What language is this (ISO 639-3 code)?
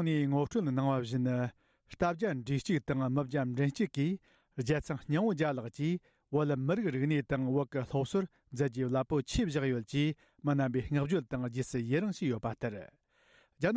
bod